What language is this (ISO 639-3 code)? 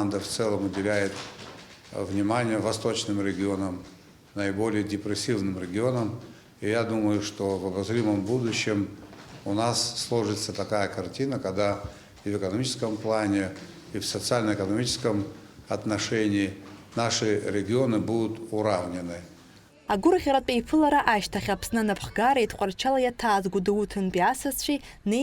abk